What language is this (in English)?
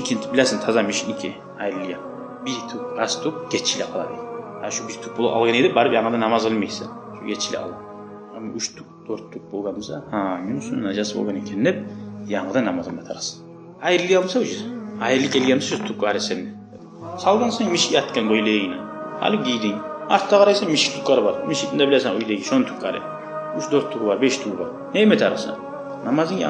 Kumyk